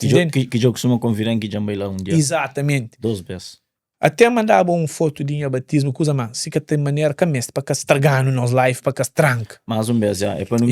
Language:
Kabuverdianu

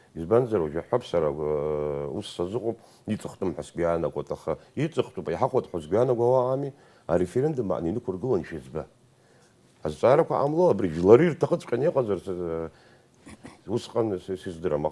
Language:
Abkhazian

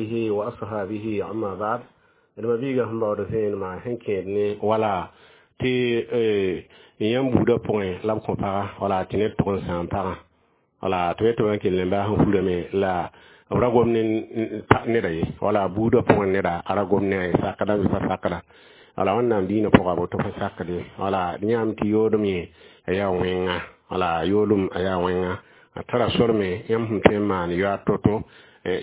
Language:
Mossi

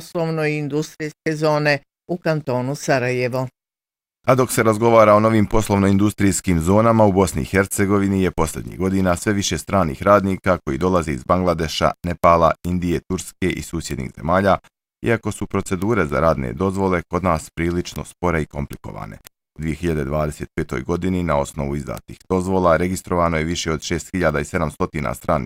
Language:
Bosnian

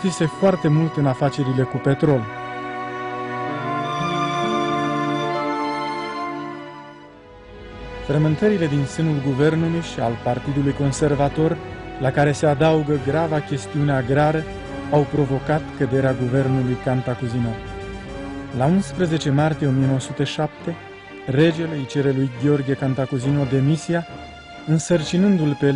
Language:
Romanian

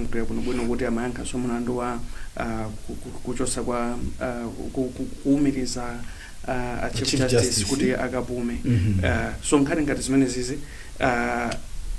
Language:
Nyanja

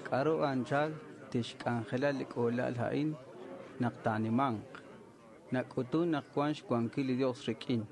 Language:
Kekchí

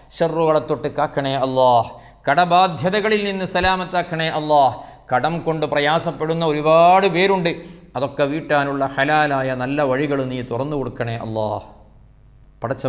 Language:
Malayalam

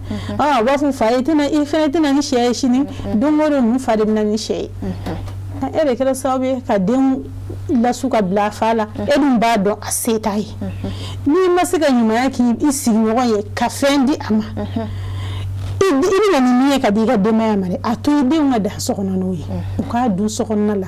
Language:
Bambara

